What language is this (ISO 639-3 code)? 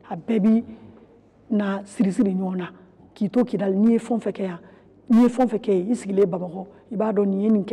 bam